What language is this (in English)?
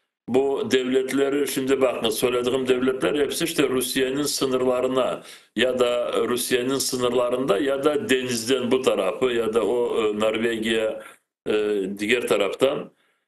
Crimean Tatar